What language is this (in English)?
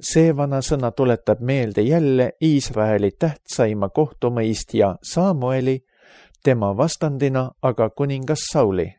Estonian